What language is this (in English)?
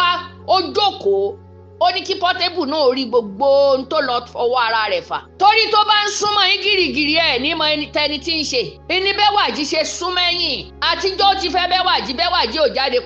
Yoruba